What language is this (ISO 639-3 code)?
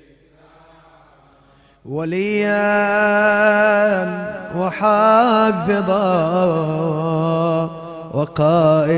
ara